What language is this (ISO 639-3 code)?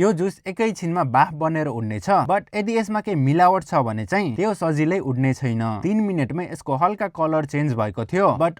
nep